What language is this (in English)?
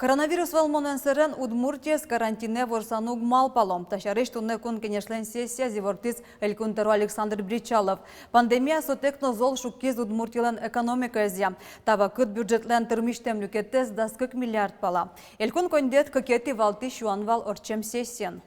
Udmurt